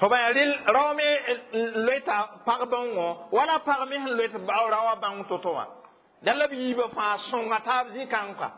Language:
Mossi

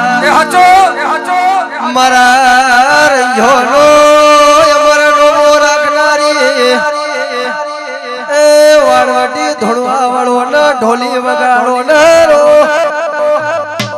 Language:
Gujarati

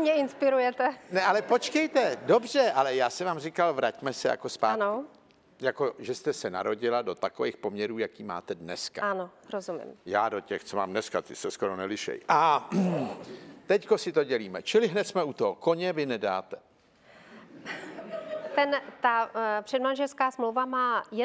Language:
Czech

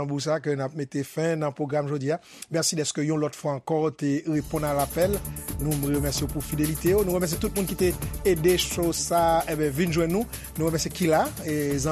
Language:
Haitian Creole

